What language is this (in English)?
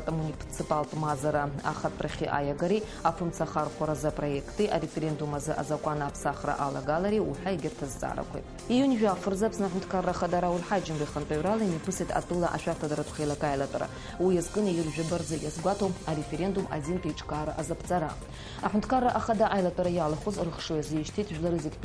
Abkhazian